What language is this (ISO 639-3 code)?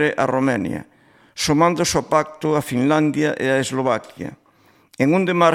glg